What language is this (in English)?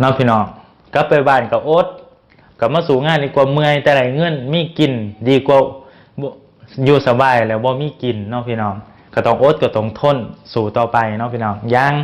Lao